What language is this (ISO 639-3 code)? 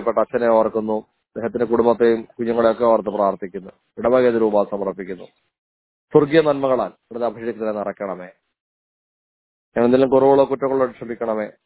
mal